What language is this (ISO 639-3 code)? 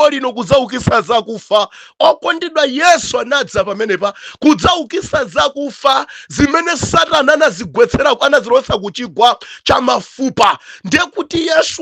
nya